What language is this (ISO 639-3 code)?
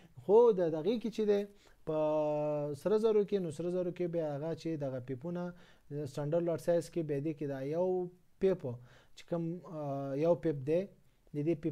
pus